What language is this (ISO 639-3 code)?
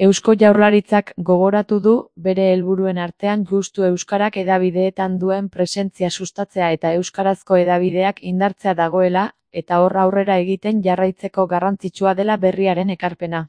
eus